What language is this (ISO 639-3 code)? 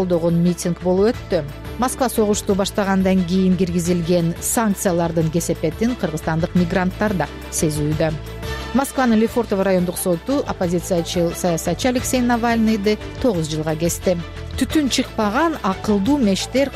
kir